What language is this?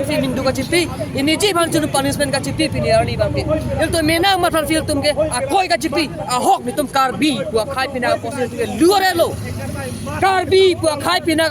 Karbi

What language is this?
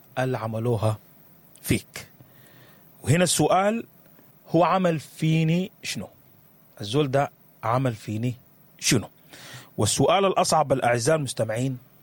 Sudanese Arabic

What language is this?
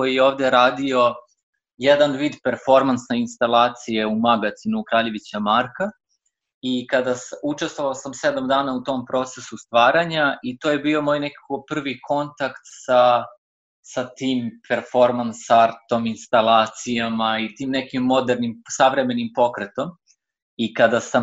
Serbian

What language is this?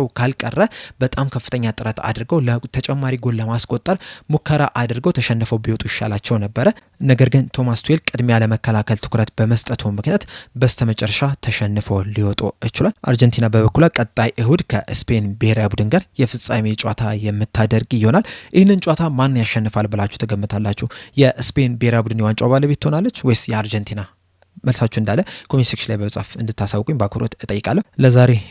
Amharic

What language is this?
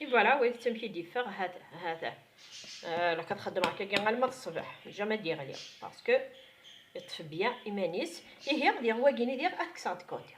Kabyle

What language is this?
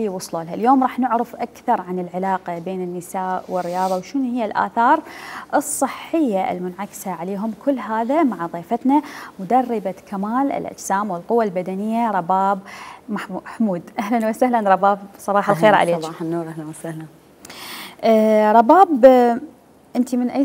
Mesopotamian Arabic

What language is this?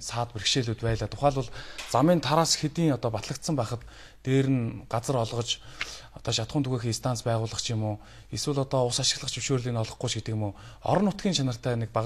Mongolian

